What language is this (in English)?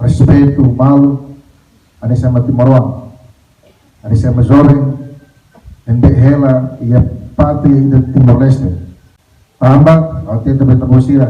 Tetum